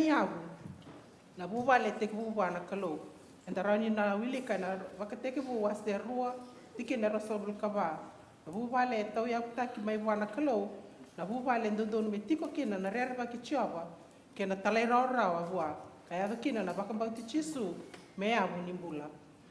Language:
Fijian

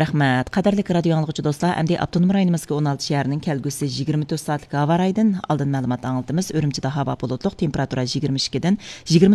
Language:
Uyghur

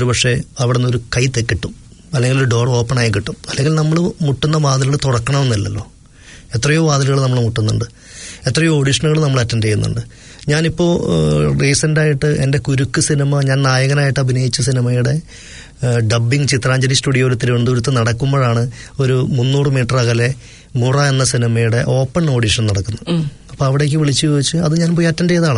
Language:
Malayalam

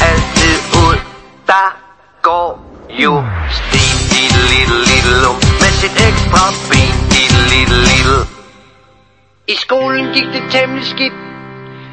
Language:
Danish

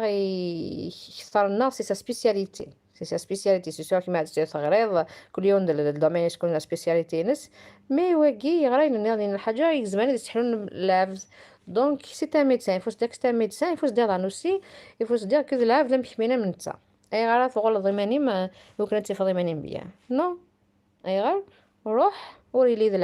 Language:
Kabyle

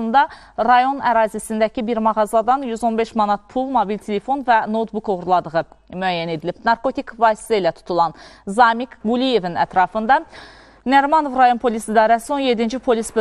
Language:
Azerbaijani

